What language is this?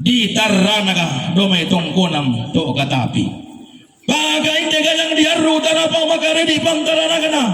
Toraja-Sa'dan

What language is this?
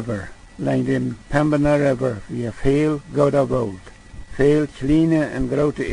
Plautdietsch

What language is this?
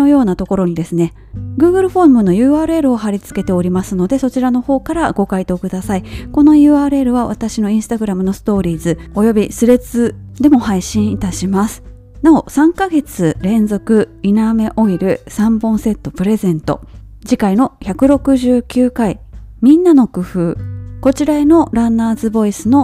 Japanese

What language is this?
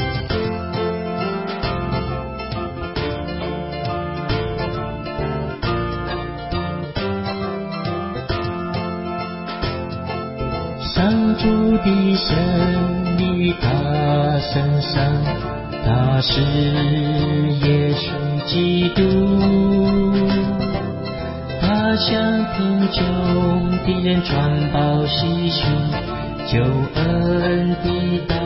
Chinese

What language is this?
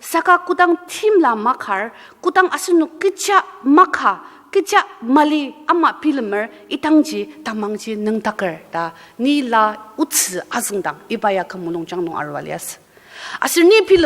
Ao Naga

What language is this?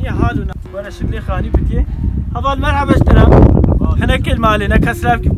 Kurdish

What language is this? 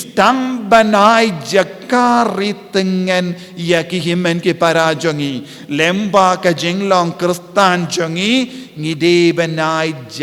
Khasi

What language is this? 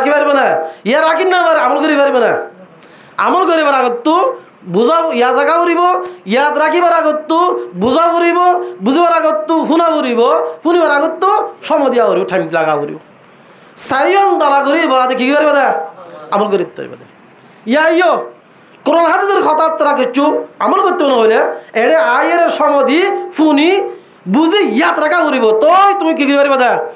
Rohingya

